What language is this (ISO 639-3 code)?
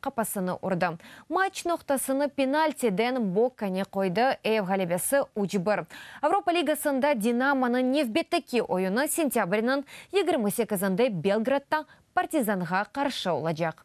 crh